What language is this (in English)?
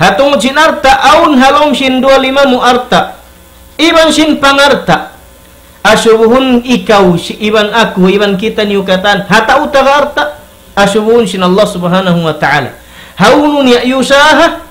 Tausug